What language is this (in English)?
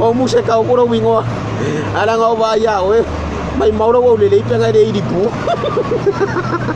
Samoan